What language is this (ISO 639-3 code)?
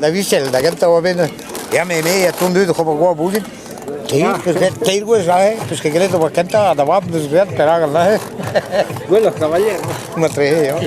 bre